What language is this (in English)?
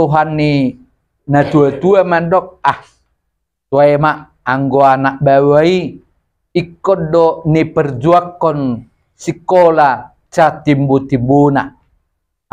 Batak Toba